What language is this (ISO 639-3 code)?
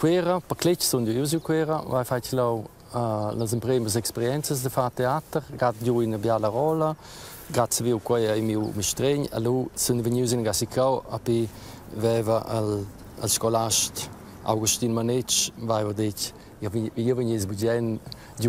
roh